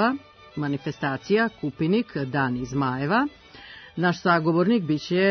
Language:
Serbian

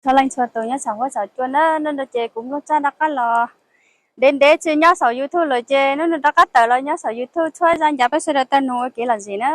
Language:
Hmong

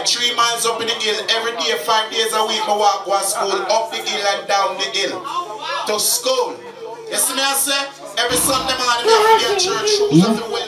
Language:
Jamaican Creole English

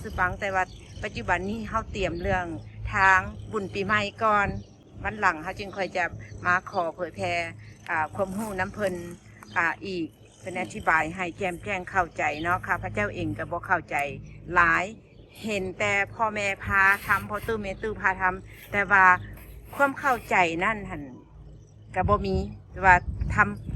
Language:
Lao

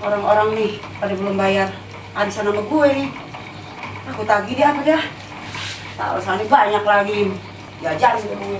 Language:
Betawi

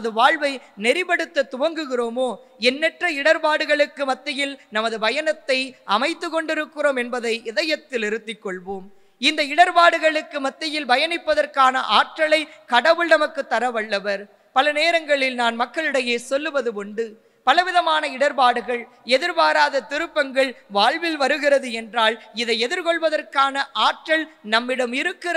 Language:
Tamil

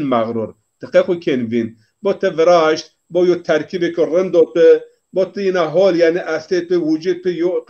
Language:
Zaza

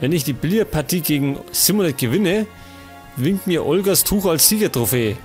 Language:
Bavarian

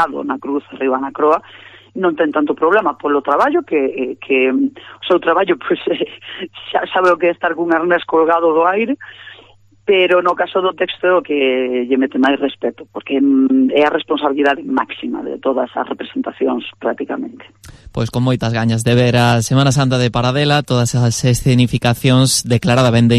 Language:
Galician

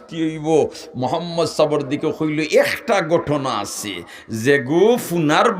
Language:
Sylheti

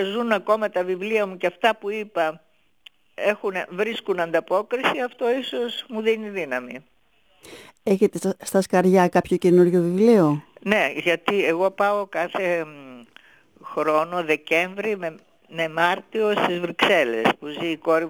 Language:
Greek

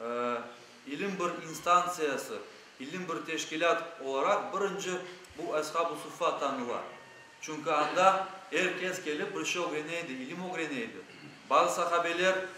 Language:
Crimean Tatar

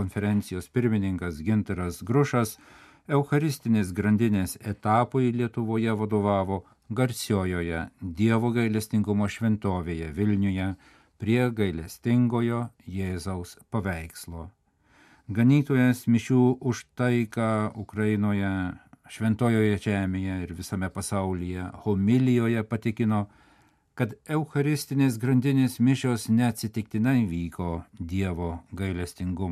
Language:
Lithuanian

